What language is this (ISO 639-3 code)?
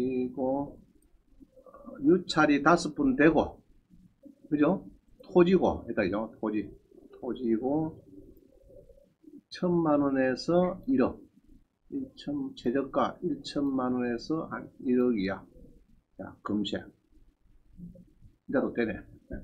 kor